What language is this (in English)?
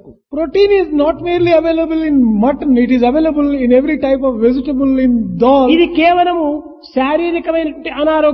Telugu